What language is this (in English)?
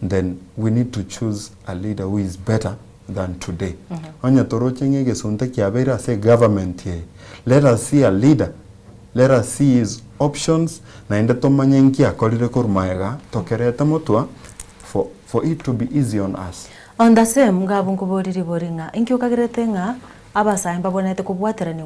Gusii